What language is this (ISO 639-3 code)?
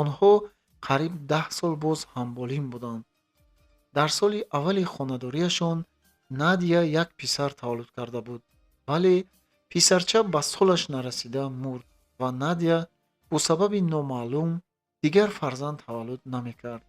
tgk